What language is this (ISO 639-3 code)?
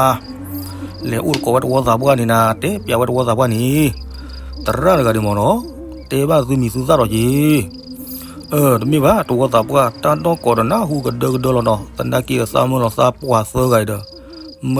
ksw